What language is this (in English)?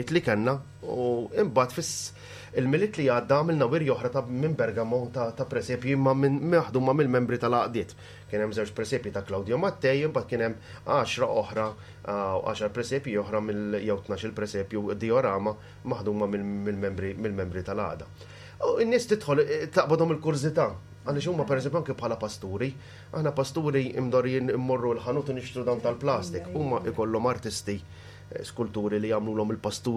Maltese